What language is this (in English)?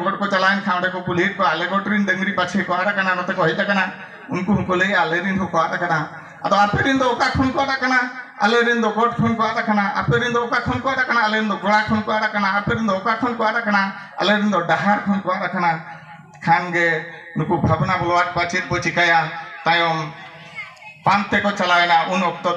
Santali